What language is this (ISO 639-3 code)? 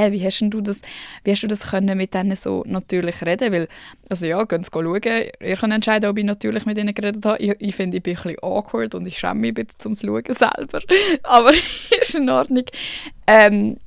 gsw